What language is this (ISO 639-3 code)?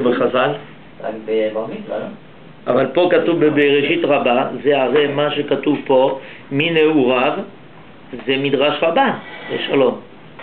heb